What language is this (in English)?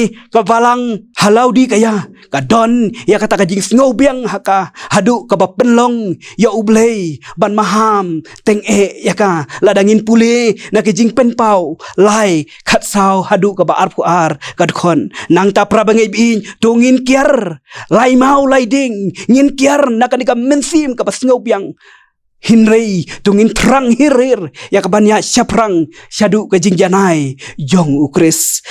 Khasi